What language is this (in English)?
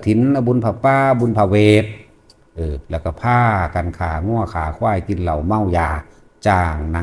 Northeastern Thai